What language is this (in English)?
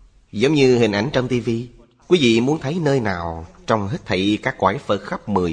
Vietnamese